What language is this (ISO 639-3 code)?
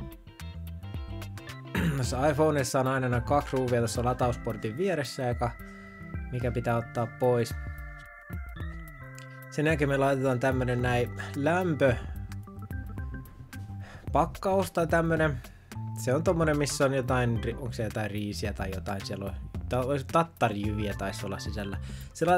fin